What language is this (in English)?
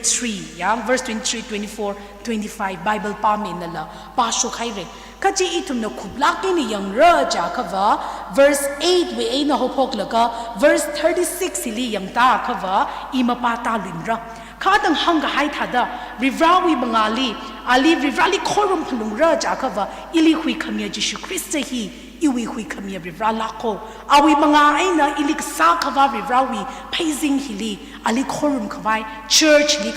Tangkhul Naga (India)